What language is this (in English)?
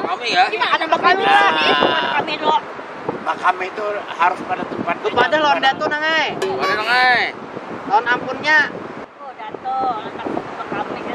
Banjar